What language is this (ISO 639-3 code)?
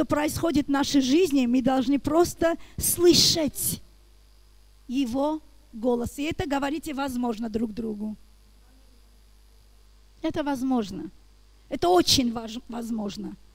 rus